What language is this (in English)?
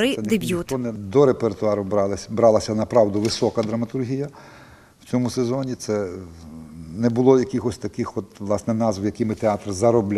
Ukrainian